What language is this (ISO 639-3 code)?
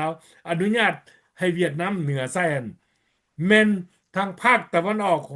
lao